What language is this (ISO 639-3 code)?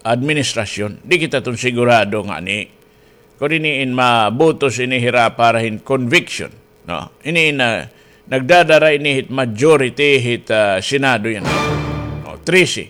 war